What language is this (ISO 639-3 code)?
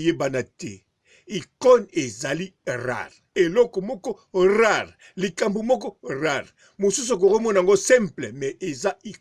lin